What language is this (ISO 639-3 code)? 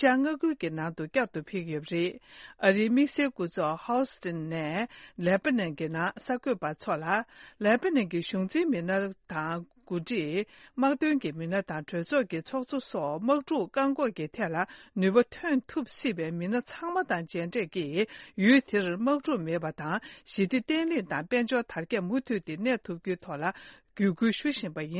bod